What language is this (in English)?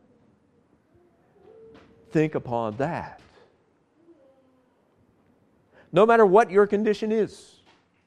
English